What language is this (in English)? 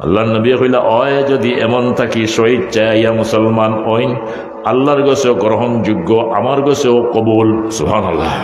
Sylheti